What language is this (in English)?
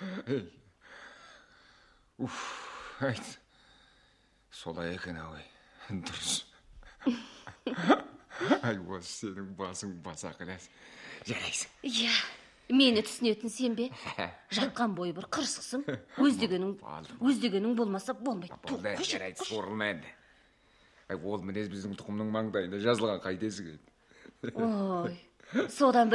Kazakh